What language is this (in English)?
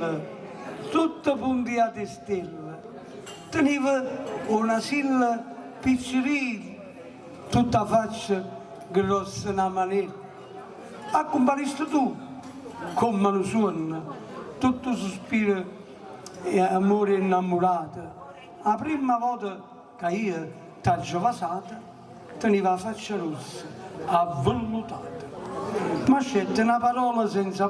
Neapolitan